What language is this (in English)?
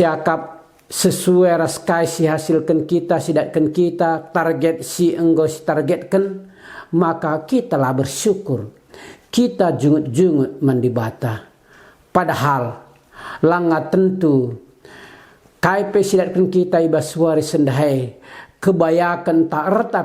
Batak Karo